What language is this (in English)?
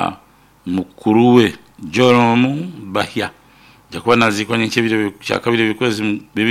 Nyoro